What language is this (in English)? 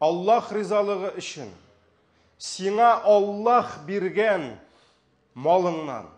Tatar